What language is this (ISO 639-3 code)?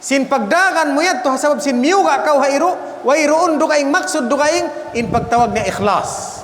tsg